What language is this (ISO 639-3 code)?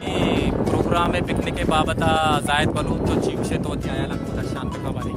bal